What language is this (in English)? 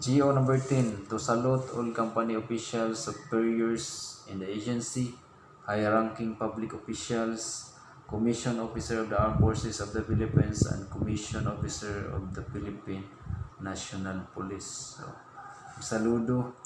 Cebuano